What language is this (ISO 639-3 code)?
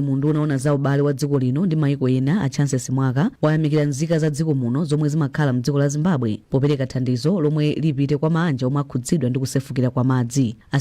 nya